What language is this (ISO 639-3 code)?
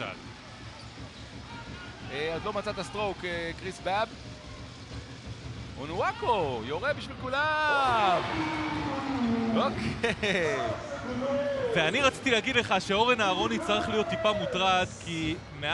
heb